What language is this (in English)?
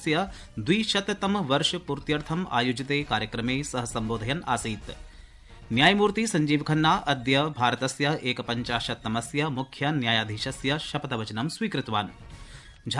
Sanskrit